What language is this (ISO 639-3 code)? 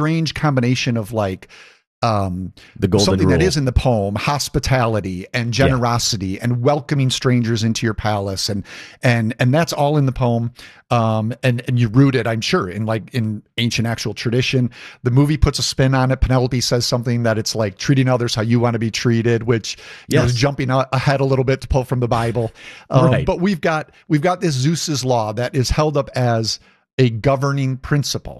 eng